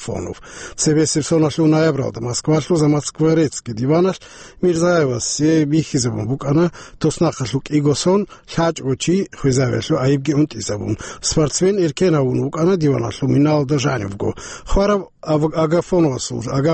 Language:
Avaric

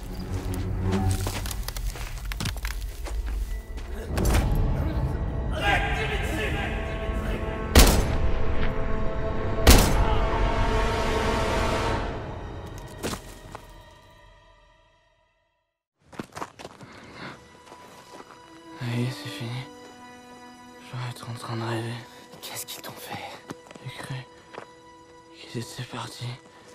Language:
French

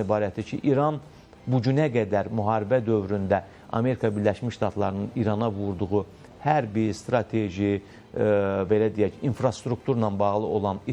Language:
Azerbaijani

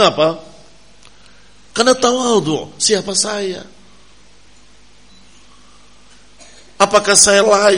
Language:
Indonesian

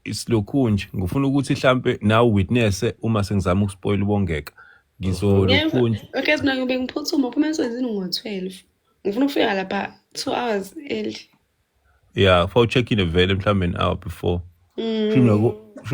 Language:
Zulu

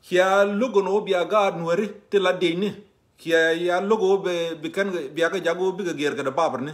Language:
Nuer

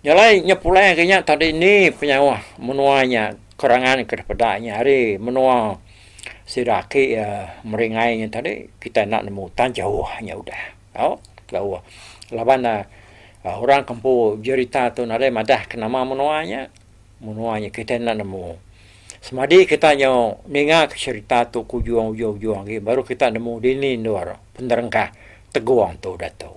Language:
Iban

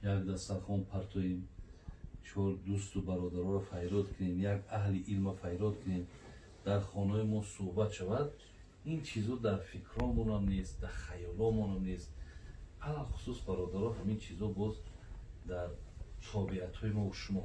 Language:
Tajik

